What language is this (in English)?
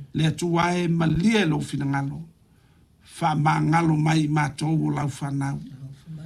Samoan